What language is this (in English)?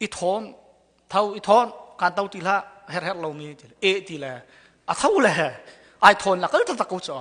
Hakha Chin